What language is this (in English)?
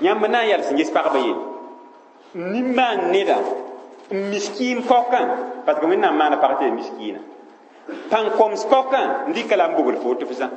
Mossi